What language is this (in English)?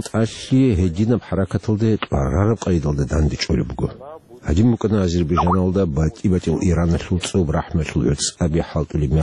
Avaric